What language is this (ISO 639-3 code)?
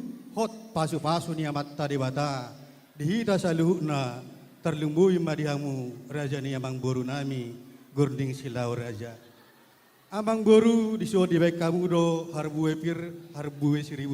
bbc